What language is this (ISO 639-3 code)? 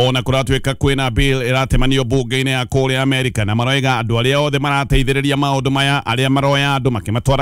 kik